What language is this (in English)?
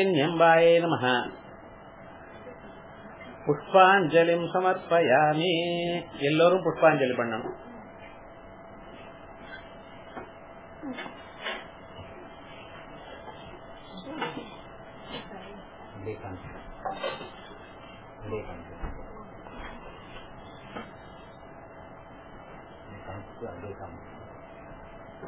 Tamil